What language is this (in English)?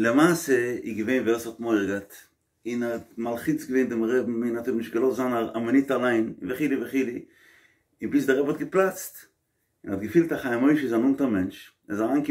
Yiddish